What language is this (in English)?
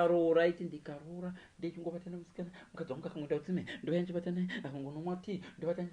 Shona